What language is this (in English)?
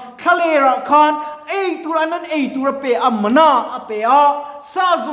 Mizo